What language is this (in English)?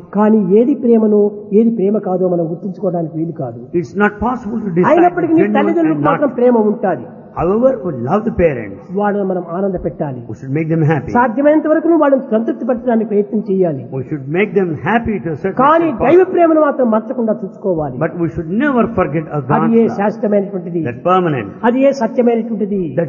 Telugu